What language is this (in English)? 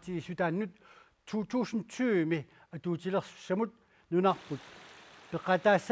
Kalaallisut